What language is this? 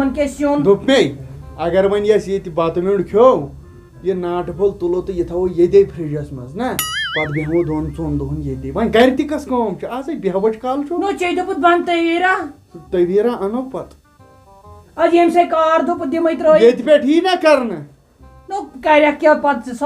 Kashmiri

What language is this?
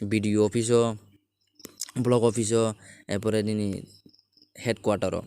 Kok Borok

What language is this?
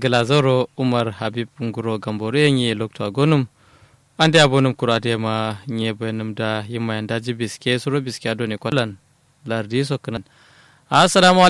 Kanuri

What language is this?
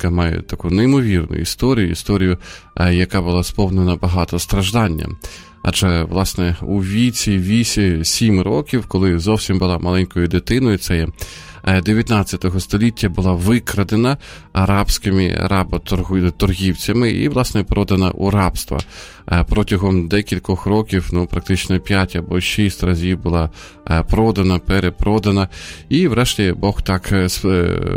Ukrainian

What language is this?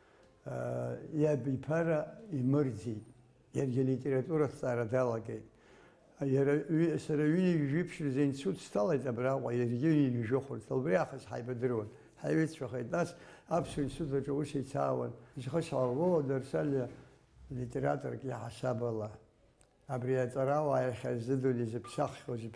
Abkhazian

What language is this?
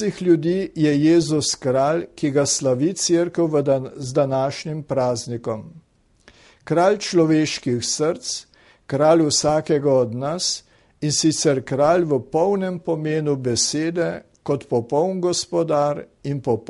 Slovenian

